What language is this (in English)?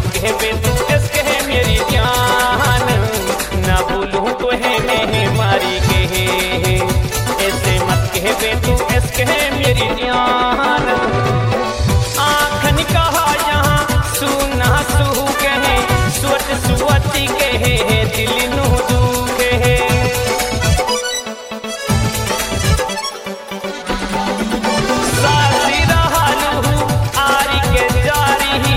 Bhojpuri